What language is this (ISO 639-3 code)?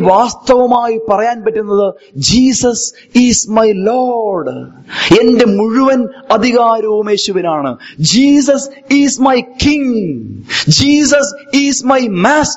mal